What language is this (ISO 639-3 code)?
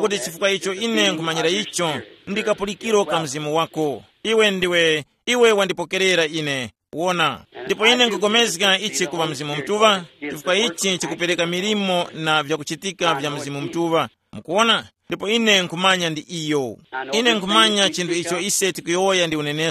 tum